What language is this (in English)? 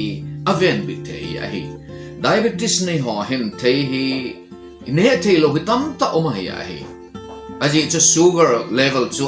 Thado Chin